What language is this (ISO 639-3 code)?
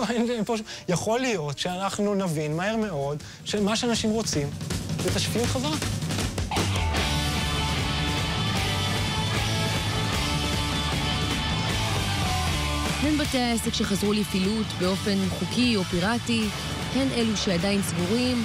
heb